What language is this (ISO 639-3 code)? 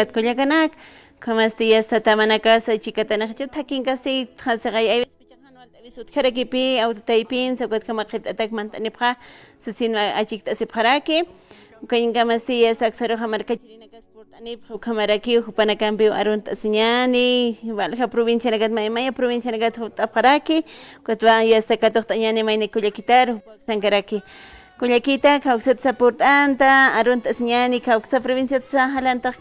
aym